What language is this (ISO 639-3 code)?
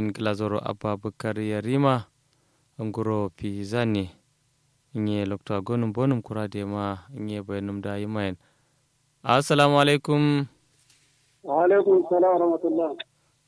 kau